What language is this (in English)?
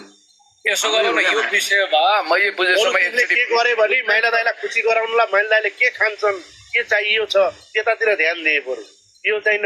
Nepali